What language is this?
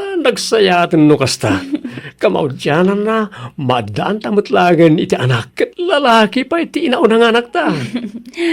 Iloko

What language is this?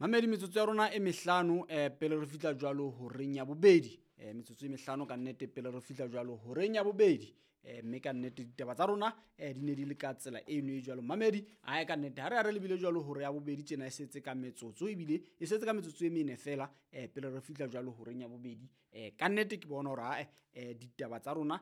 Southern Sotho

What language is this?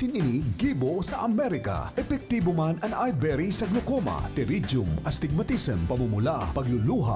Bikol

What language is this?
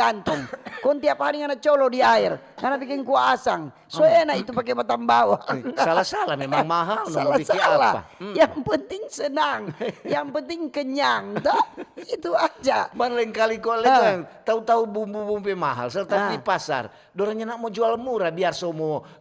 Manado Malay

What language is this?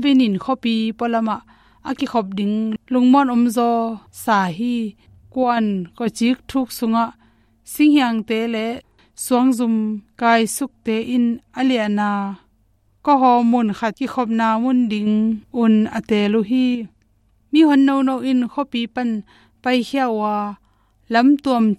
Tedim Chin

